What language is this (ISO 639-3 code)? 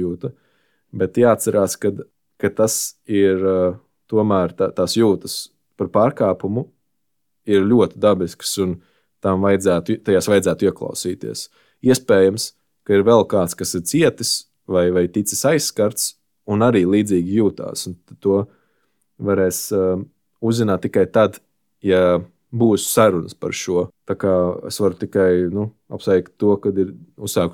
lav